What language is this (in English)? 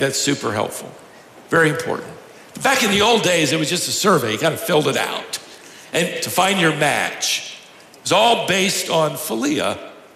English